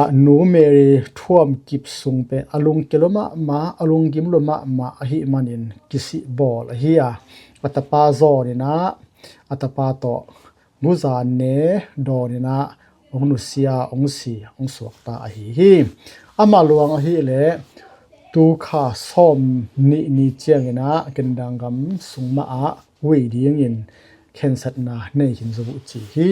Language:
Tedim Chin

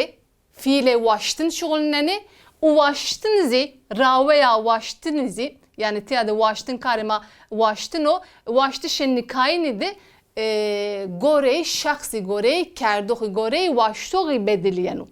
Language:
Zaza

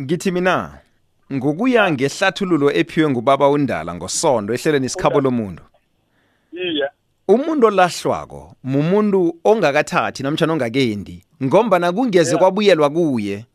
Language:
South Ndebele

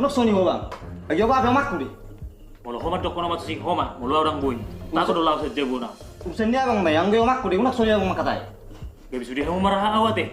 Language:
Batak Toba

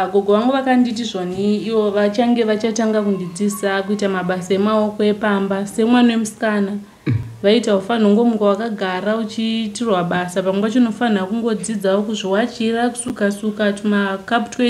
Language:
Shona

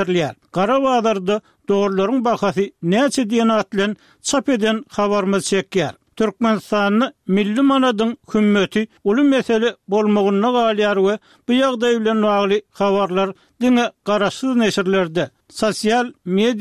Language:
Turkmen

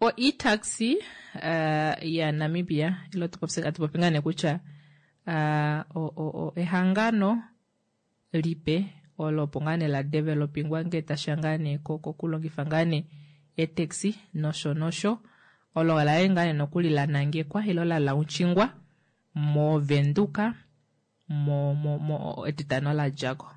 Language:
Kuanyama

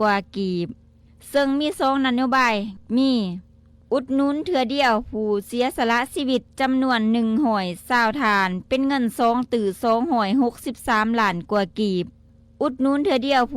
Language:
Lao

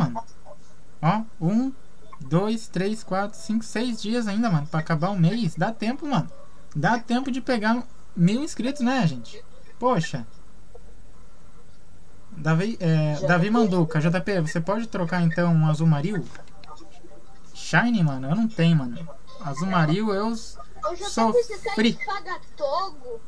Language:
Portuguese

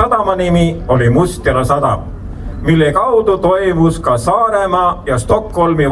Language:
Estonian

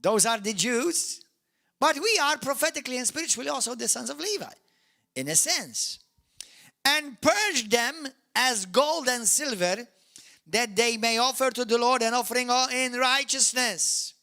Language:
English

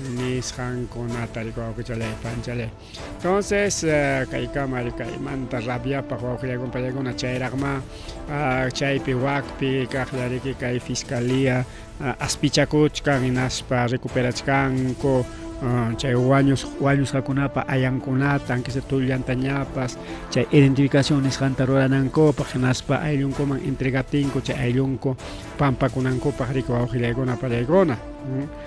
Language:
Ayacucho Quechua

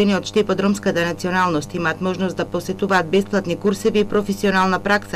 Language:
Macedonian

